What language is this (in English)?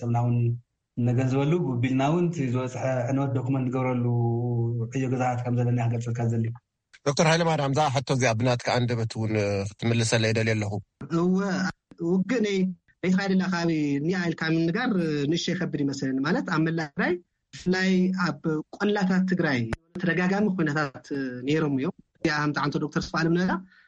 Tigrinya